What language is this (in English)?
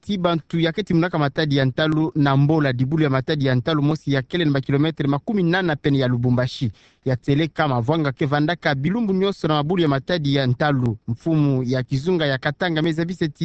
Kituba (Democratic Republic of Congo)